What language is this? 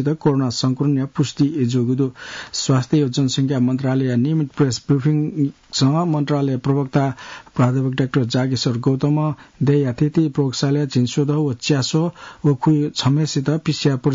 Newari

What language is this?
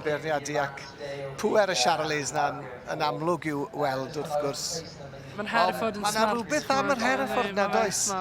Welsh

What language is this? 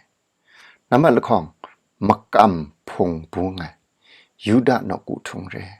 Kachin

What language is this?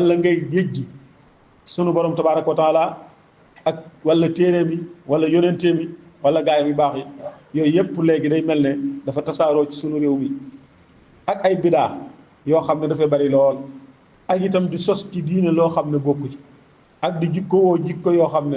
Wolof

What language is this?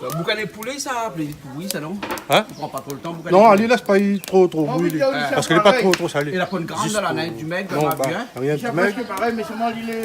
Réunion Creole French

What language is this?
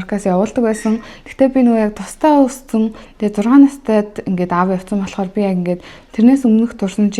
Mongolian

